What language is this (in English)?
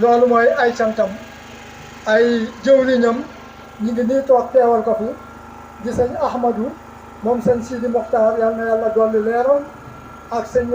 Wolof